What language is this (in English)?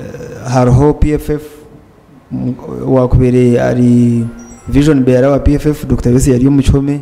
Nyankole